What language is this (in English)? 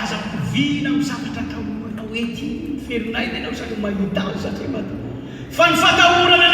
Malagasy